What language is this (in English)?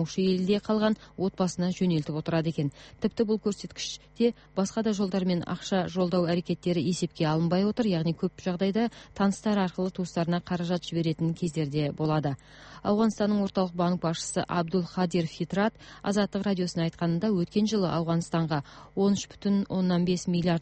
Kazakh